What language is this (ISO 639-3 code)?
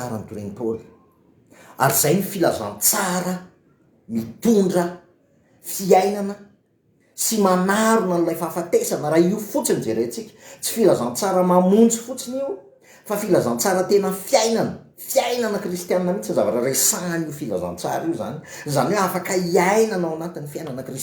mlg